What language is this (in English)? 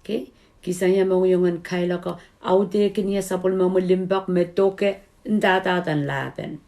Pohnpeian